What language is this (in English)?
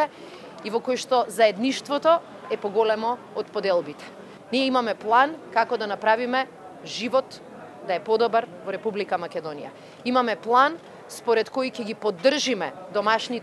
Macedonian